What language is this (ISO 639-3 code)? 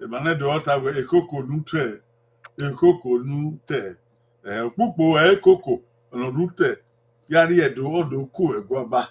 bin